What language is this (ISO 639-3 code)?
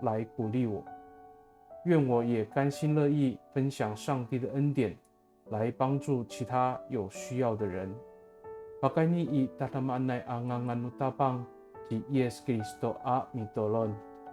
ami